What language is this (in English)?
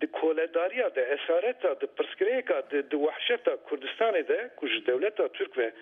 Kurdish